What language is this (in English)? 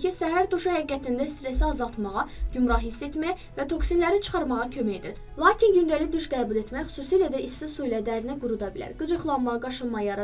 Azerbaijani